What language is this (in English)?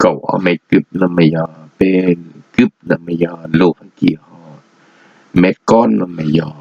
Hmong